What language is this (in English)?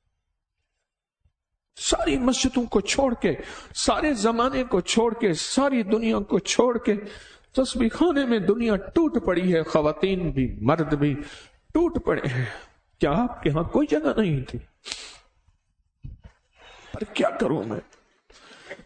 Urdu